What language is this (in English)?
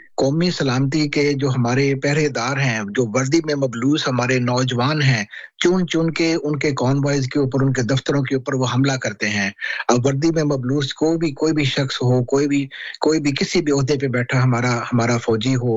Urdu